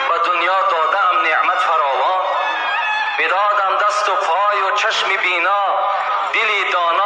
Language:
Tajik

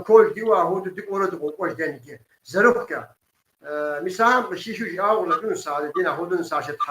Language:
Kabardian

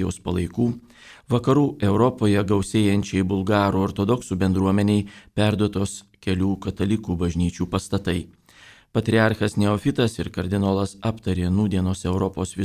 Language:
Lithuanian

